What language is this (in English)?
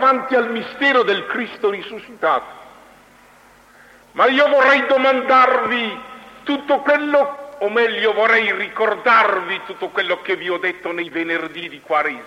Italian